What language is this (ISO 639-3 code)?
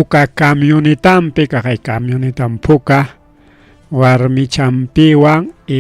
quy